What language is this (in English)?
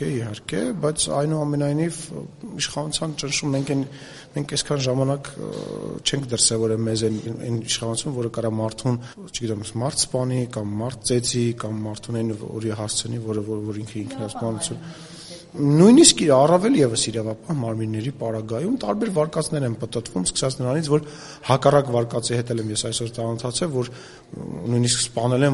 Armenian